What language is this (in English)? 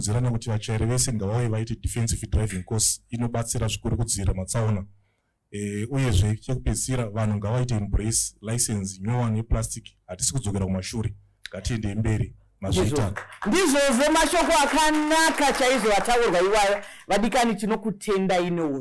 Shona